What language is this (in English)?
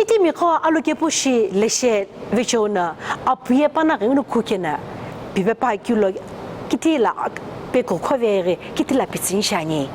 Sumi Naga